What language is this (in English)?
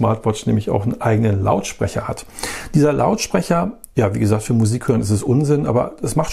German